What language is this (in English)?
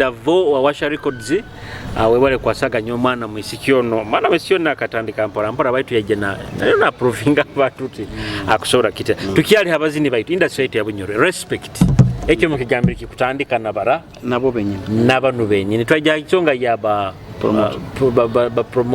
Nyoro